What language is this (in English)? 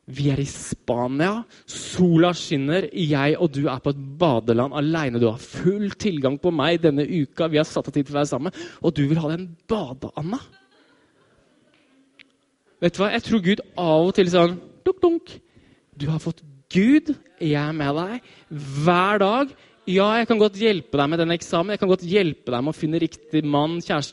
Norwegian